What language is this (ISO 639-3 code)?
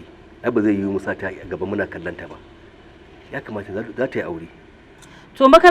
hau